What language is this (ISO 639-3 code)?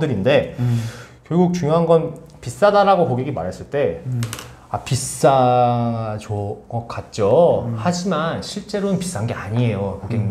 kor